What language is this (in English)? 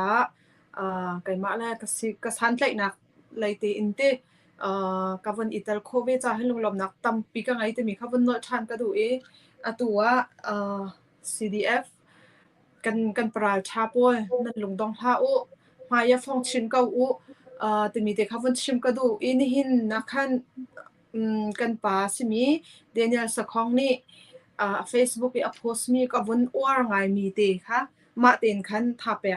Hakha Chin